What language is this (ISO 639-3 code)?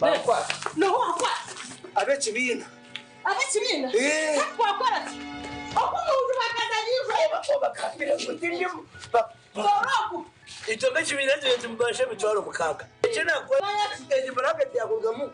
nyn